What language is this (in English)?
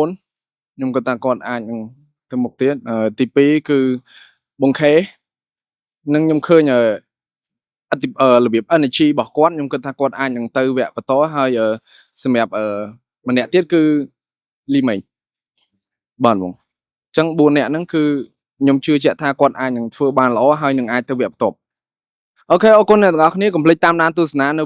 Khmer